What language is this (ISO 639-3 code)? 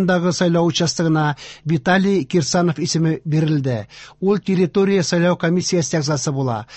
tat